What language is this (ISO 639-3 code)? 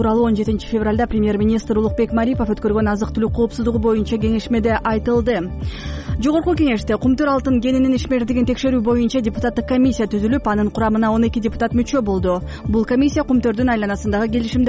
kir